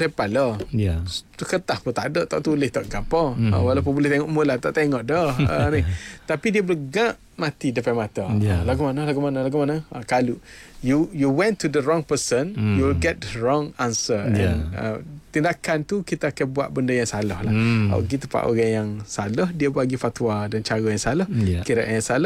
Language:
Malay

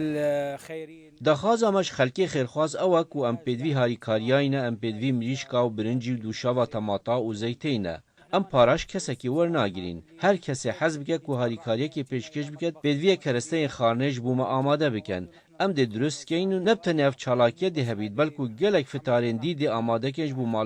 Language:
Kurdish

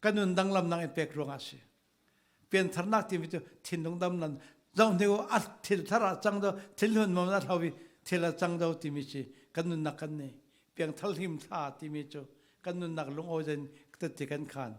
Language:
Falam Chin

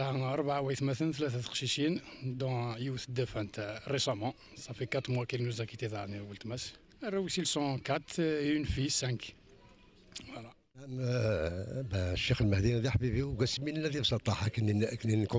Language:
Kabyle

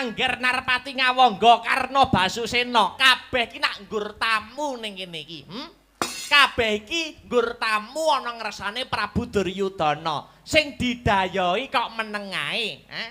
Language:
Javanese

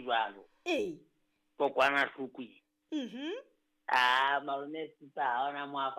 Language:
Southern Sotho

